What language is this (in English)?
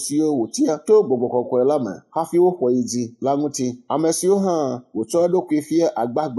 Ewe